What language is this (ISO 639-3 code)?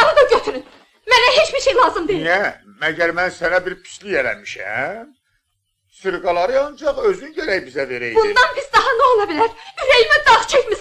aze